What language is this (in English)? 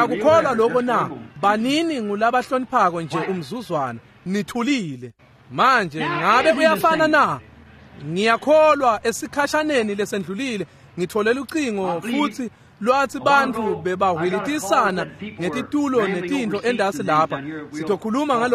Swati